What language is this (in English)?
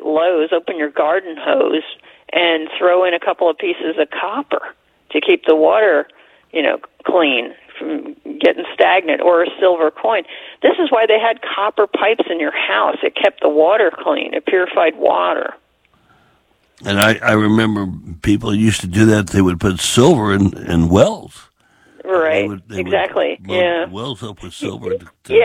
English